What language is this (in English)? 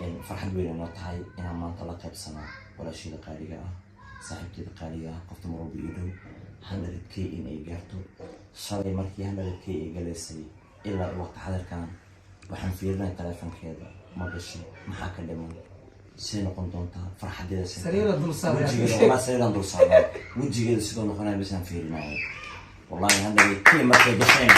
Somali